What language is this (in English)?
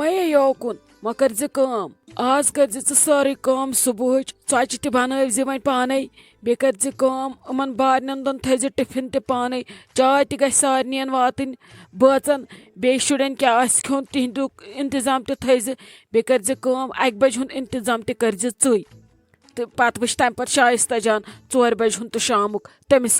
Kashmiri